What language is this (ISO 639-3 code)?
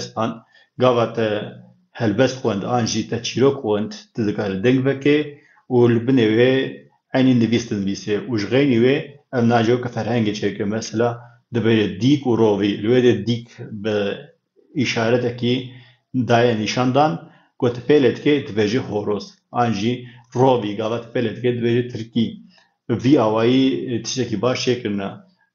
kur